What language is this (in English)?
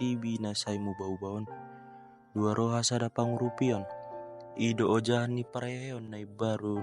Batak Toba